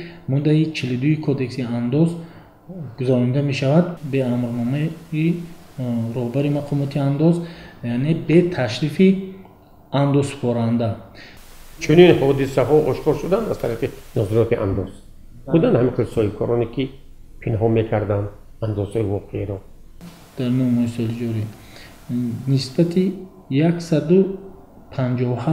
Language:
Tajik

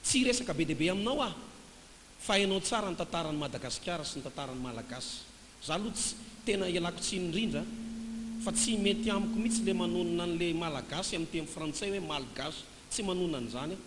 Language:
Malagasy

